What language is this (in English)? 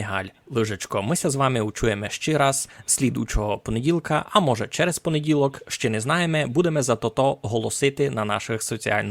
Rusyn